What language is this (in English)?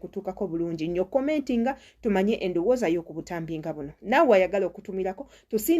Ganda